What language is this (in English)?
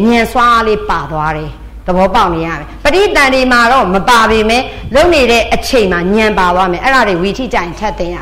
Burmese